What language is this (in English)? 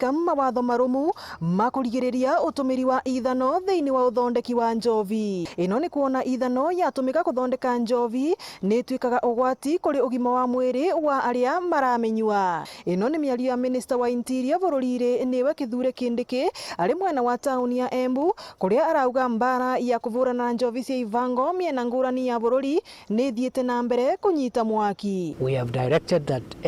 Meru